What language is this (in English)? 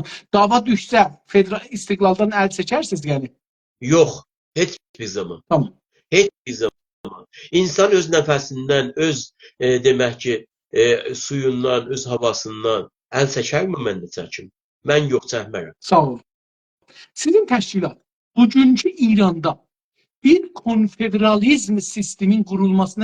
South Azerbaijani